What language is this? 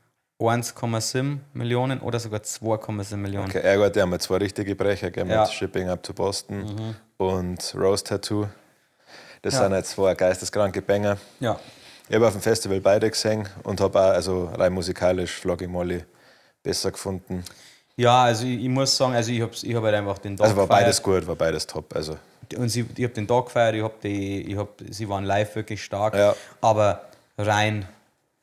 Bavarian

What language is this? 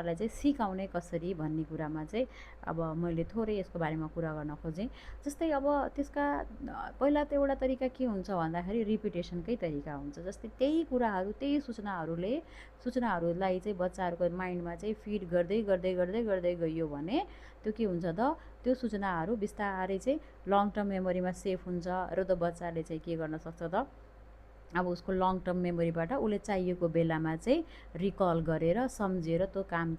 Nepali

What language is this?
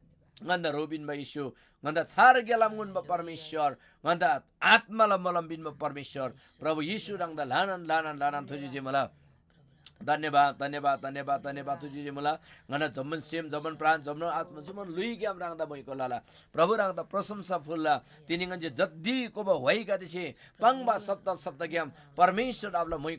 Eastern Tamang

